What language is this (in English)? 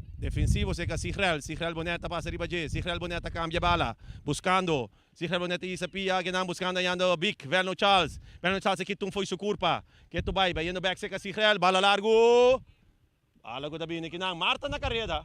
Papiamento